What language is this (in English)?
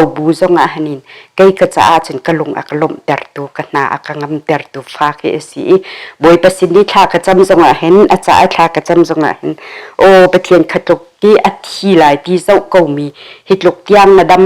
Hakha Chin